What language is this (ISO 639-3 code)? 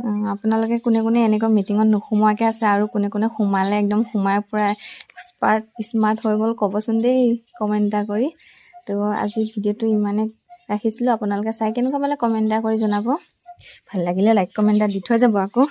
asm